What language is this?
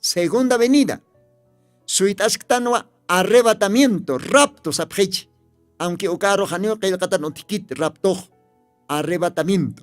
Aymara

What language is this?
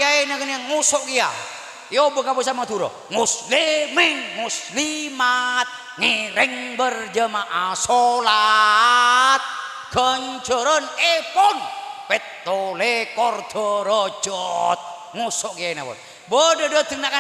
Madurese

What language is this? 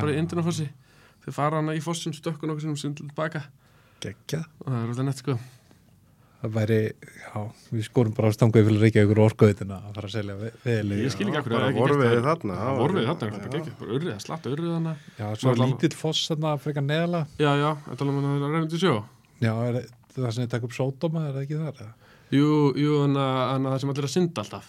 Icelandic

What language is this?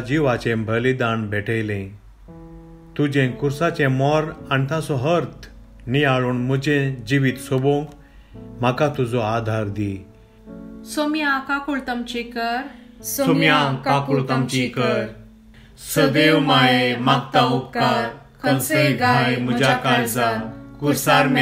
Konkani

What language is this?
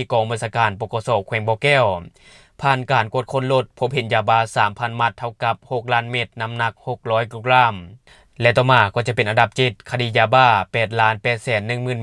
Lao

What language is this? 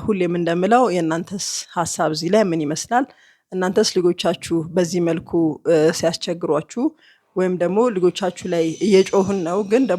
Amharic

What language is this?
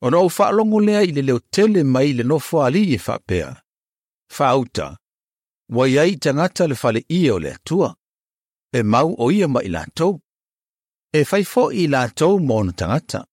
Samoan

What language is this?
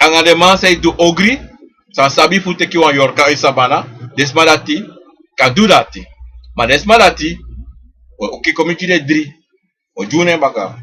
Sranan Tongo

